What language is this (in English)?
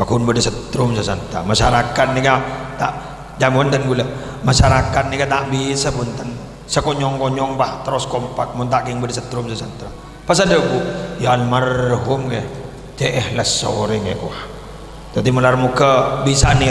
Madurese